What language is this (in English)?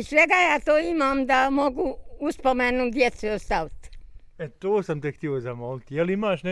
Bosnian